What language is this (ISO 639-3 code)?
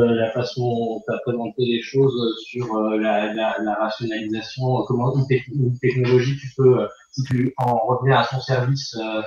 fra